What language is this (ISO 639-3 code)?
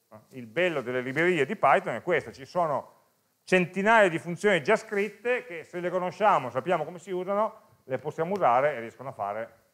ita